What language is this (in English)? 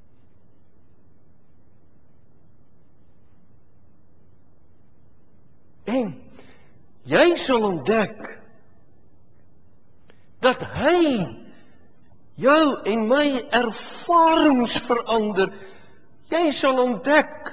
Afrikaans